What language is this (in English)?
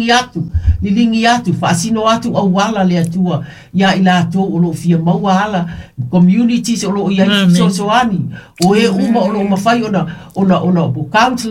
Samoan